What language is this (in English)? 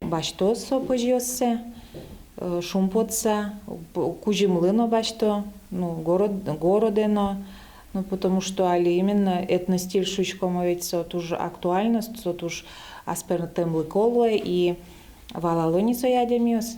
Udmurt